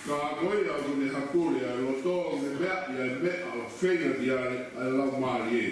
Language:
Tongan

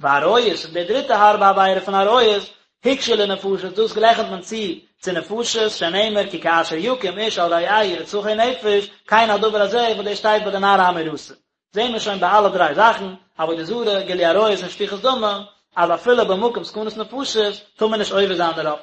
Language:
Yiddish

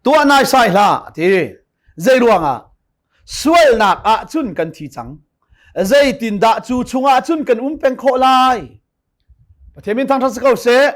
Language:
Hakha Chin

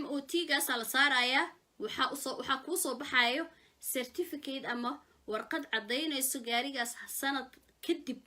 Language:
Somali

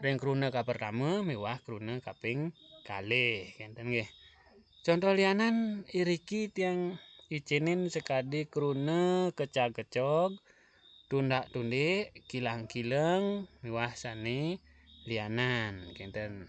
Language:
Balinese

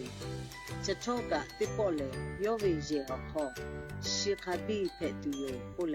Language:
Lahu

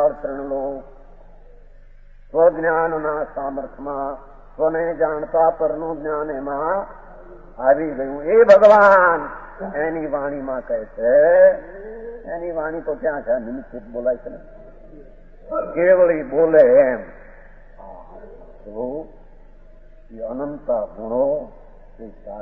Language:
Gujarati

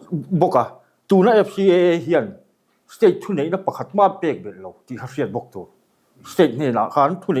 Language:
Mizo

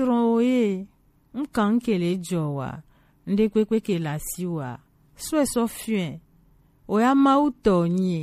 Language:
Gen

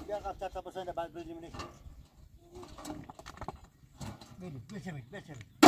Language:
Persian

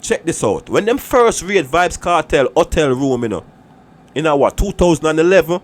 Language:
Jamaican Creole English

